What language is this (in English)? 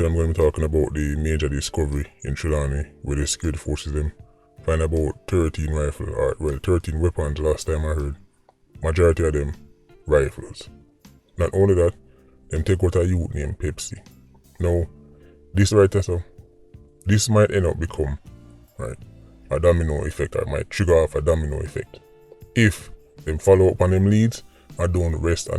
Jamaican Creole English